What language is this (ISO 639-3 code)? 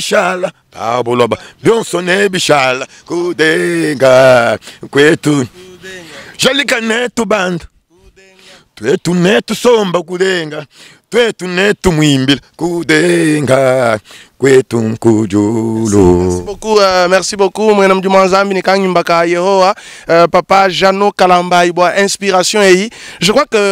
lua